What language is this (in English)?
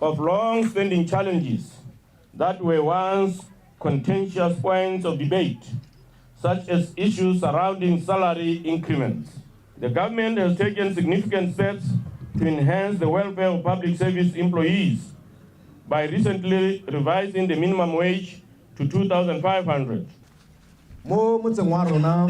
Tswana